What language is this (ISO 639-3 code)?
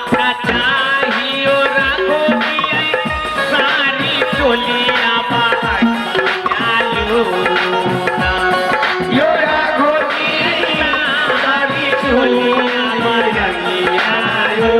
mai